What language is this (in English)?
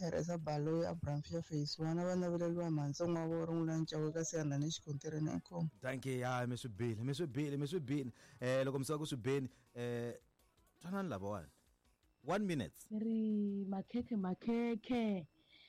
Tsonga